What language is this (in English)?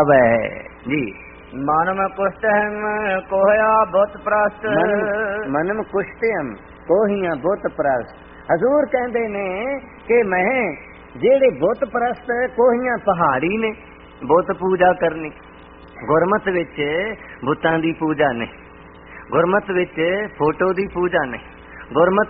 Punjabi